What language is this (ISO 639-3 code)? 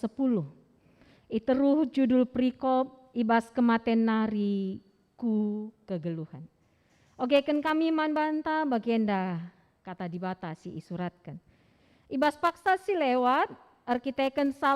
btx